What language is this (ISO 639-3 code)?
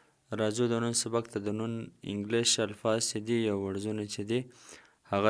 pus